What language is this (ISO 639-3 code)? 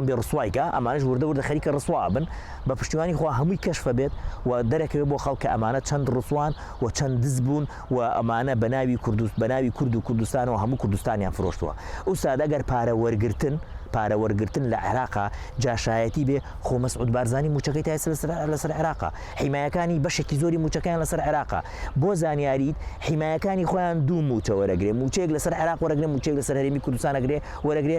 ckb